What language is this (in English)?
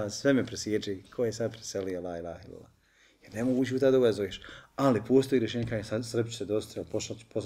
Bosnian